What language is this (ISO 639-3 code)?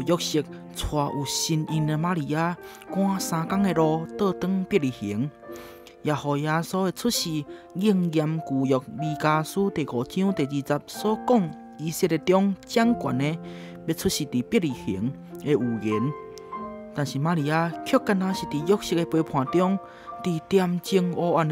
nan